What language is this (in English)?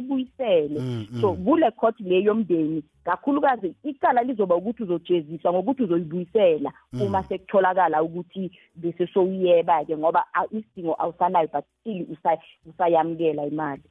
South Ndebele